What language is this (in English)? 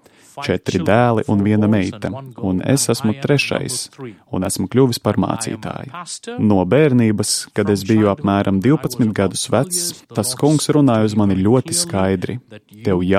Latvian